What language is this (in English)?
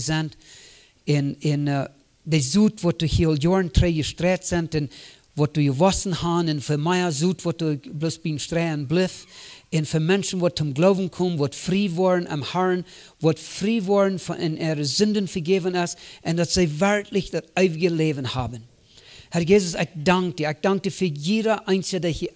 Plautdietsch